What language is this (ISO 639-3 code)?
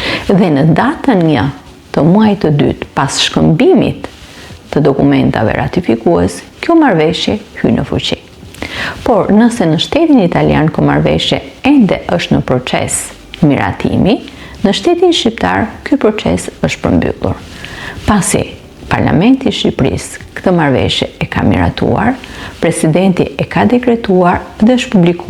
sqi